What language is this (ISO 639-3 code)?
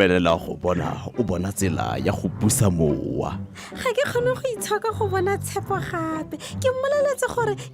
tsn